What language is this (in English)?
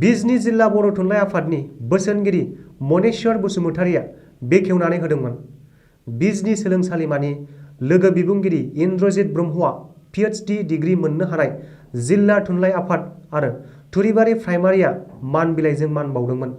Bodo